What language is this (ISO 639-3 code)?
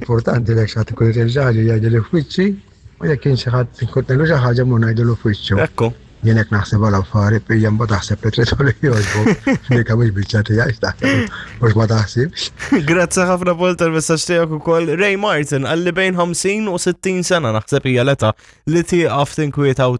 mlt